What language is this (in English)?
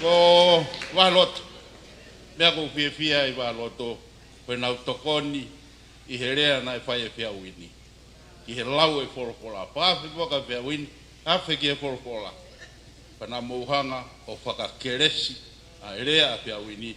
Tongan